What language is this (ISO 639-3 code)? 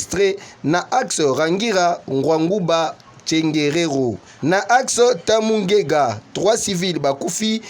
lin